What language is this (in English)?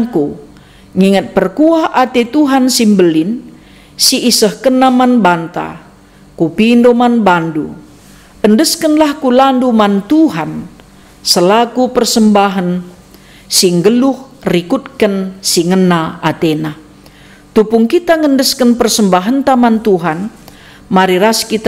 Batak Karo